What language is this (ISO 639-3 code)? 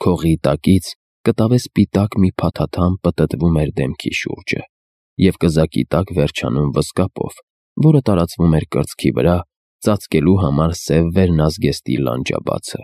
hye